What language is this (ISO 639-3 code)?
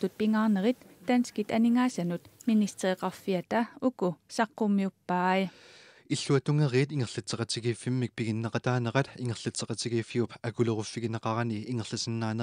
kal